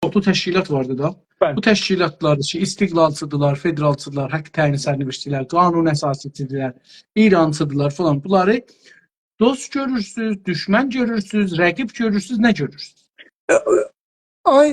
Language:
South Azerbaijani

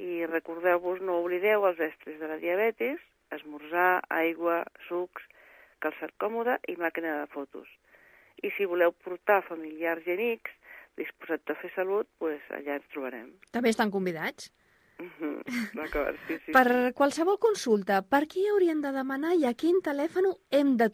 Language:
Catalan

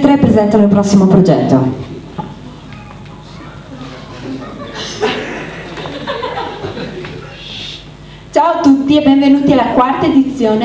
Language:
Italian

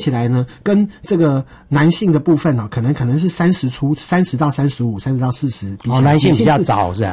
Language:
Chinese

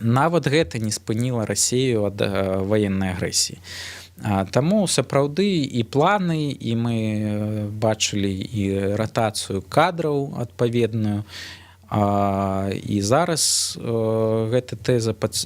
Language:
Belarusian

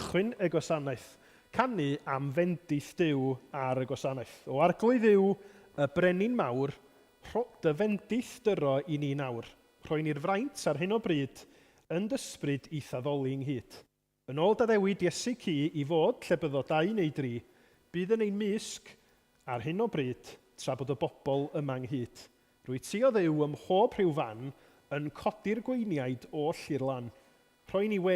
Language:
Welsh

